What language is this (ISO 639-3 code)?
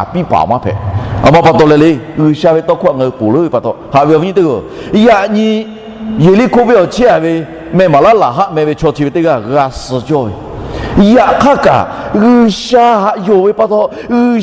lhu